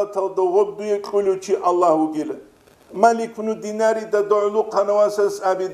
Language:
Avaric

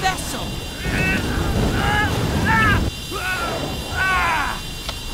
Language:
English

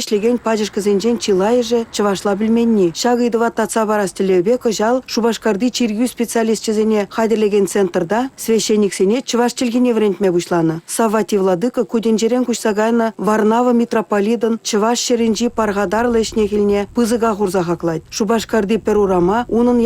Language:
Chuvash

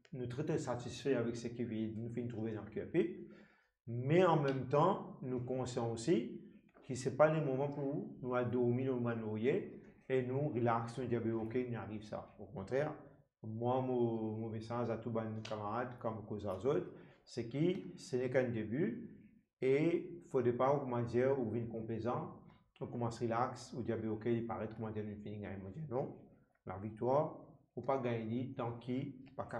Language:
Morisyen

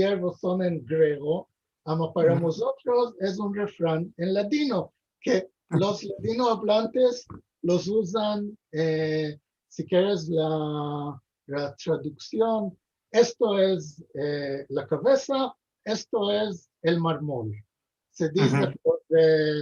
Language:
Ladino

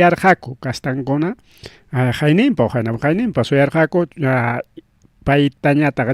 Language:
Ayacucho Quechua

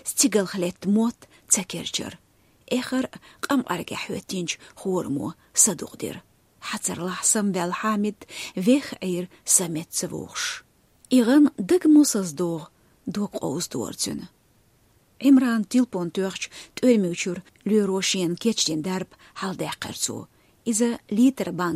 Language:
Chechen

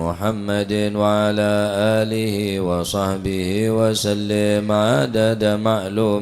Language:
Madurese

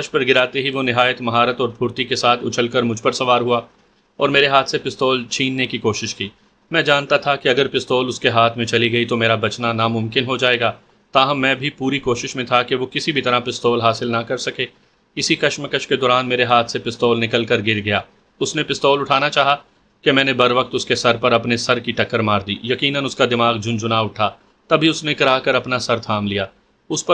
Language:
Urdu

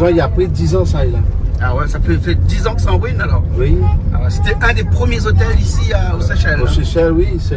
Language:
Réunion Creole French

